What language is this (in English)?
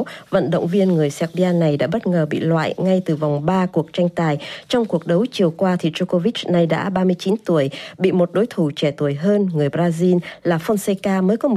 Vietnamese